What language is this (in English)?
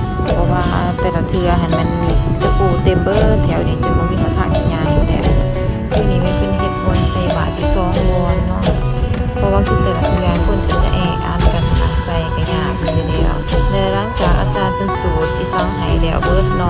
Lao